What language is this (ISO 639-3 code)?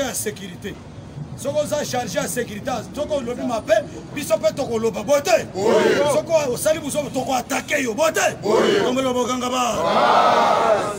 lin